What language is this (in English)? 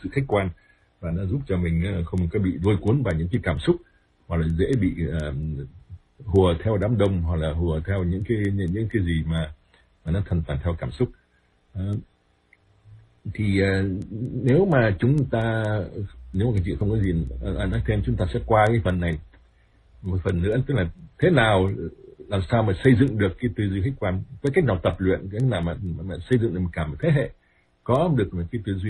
Vietnamese